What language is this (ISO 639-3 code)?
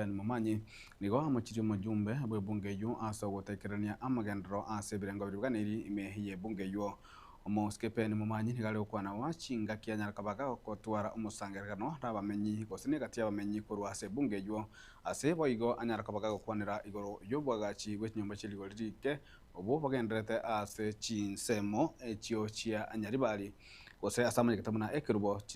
guz